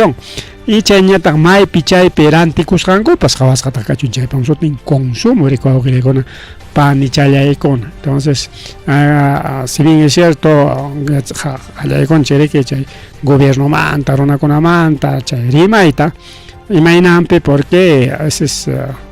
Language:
Ayacucho Quechua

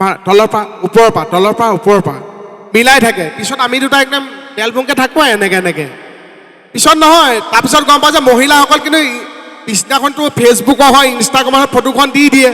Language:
Assamese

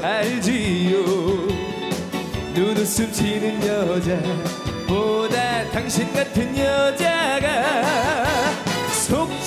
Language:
Korean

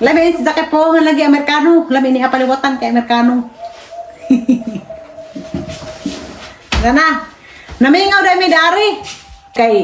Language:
Cebuano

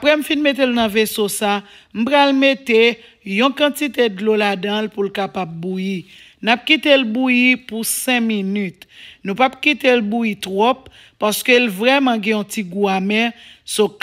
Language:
Haitian Creole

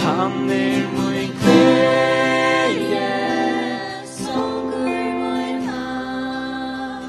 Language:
Faroese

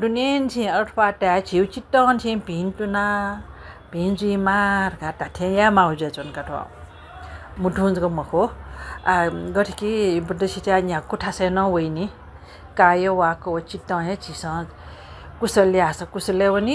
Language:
Newari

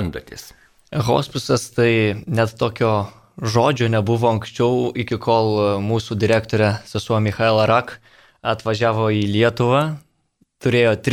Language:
Lithuanian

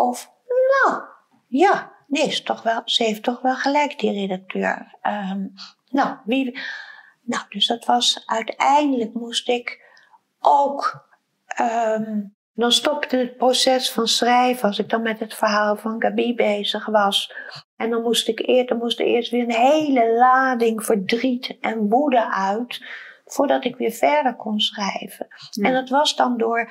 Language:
Dutch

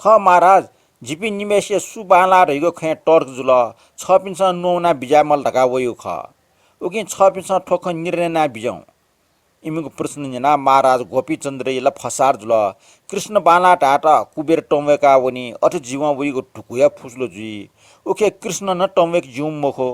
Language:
Newari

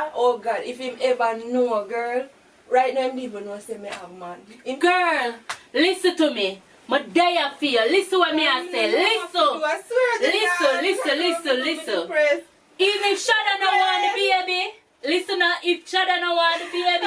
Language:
Jamaican Creole English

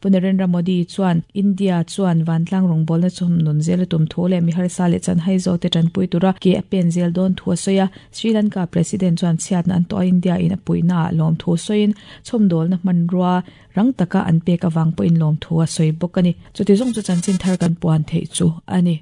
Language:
Mizo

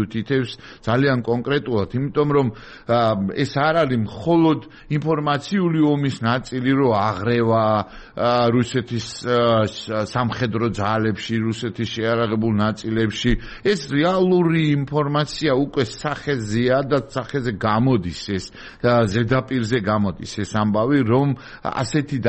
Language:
Georgian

